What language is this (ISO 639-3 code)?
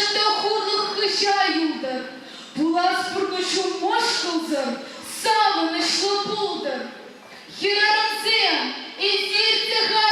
chv